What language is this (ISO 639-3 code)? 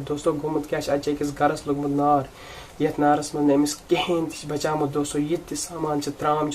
kas